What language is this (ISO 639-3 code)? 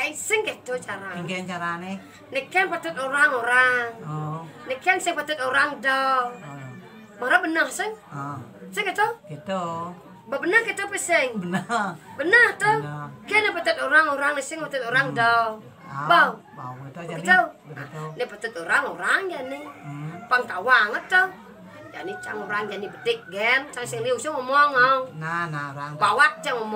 ban